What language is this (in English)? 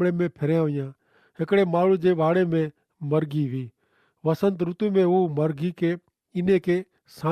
Kachhi